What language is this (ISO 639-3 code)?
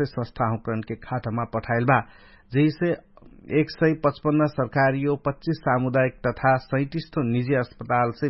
thl